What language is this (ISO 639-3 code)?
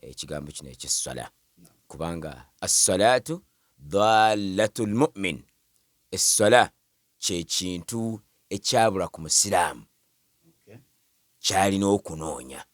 lug